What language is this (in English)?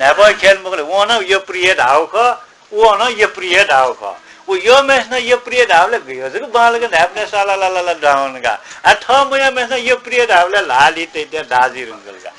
Newari